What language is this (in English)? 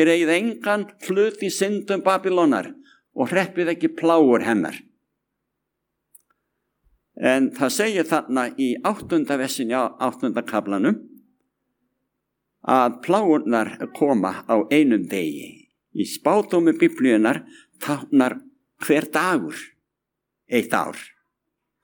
Icelandic